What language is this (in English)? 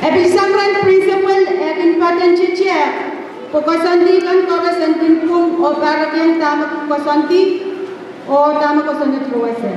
Pohnpeian